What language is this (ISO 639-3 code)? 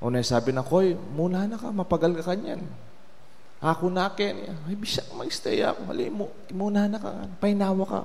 pam